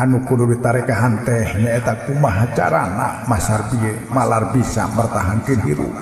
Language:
Sundanese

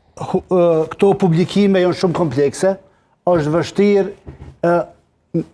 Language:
Albanian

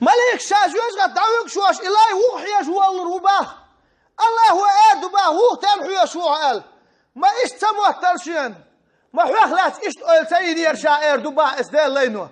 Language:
Chechen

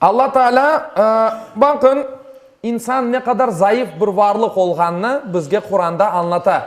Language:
Crimean Tatar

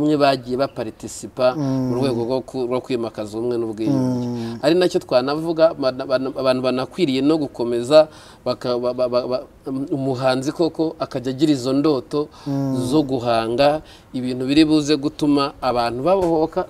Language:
Kinyarwanda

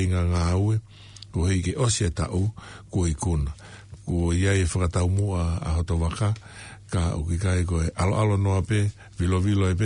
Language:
Tongan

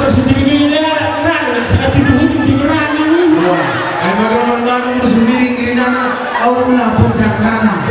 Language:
Batak Karo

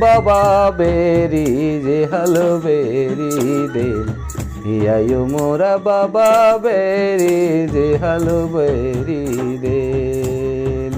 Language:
Sadri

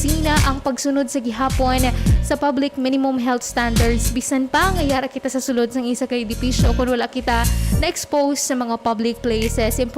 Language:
Hiligaynon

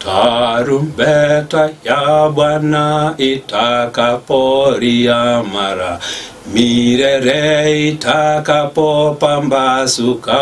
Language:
Gusii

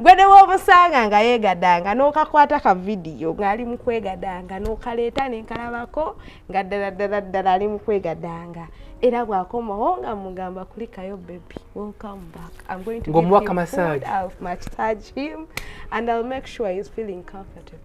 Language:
Ganda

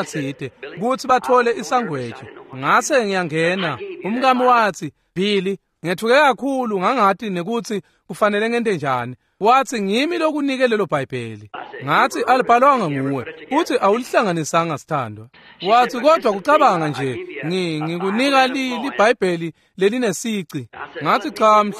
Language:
Swati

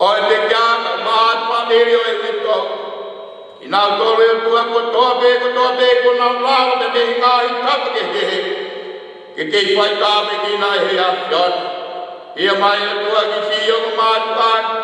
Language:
Tongan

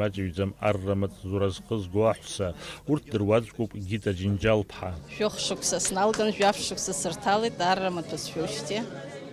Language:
Abkhazian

